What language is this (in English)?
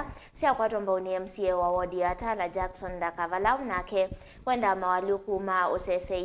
Kamba